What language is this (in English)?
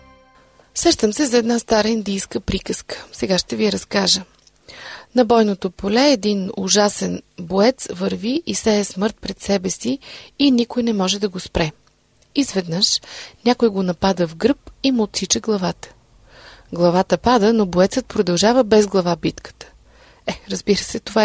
Bulgarian